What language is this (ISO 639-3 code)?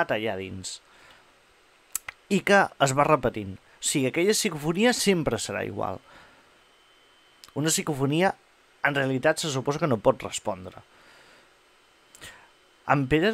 cat